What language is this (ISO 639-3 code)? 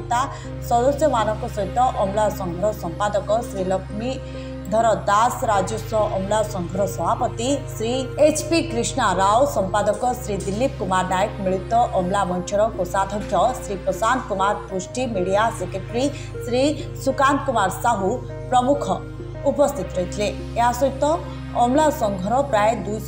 ori